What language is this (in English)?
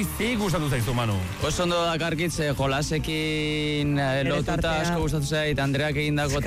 Basque